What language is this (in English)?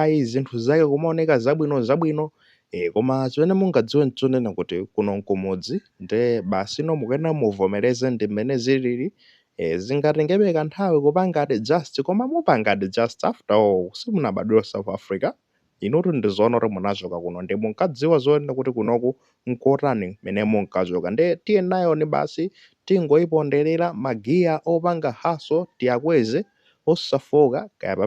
Nyanja